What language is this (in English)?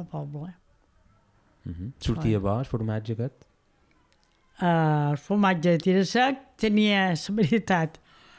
Catalan